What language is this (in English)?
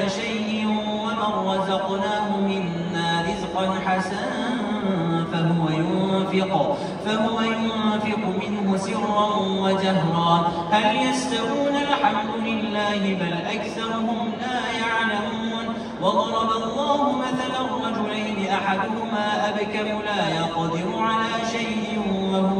Arabic